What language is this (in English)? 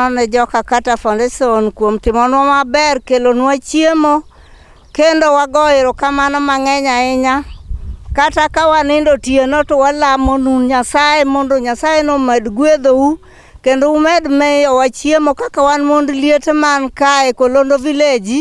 Luo (Kenya and Tanzania)